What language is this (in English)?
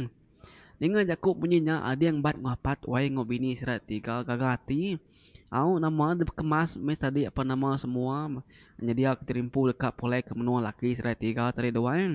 Iban